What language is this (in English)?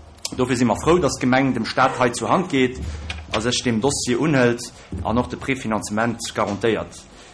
Luxembourgish